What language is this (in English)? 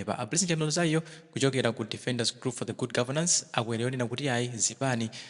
Nyanja